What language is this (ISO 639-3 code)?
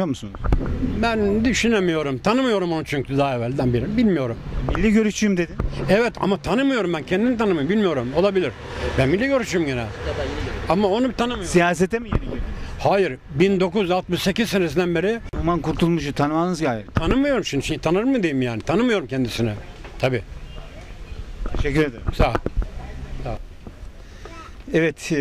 tur